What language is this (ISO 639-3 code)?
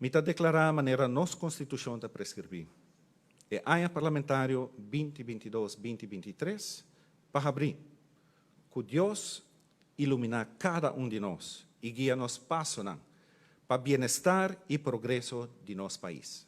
pap